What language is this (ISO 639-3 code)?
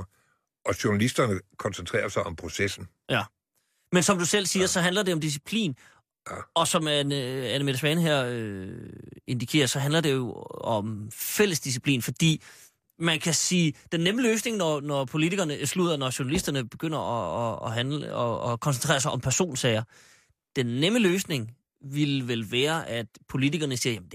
dan